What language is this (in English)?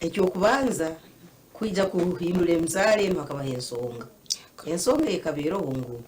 Nyankole